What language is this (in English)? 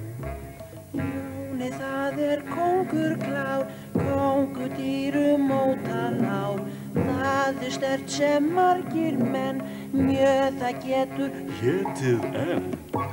Icelandic